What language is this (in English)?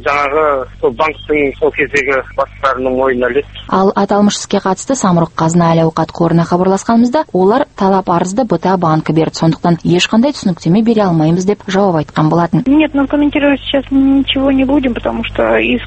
Kazakh